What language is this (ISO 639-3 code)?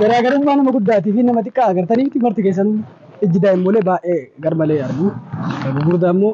orm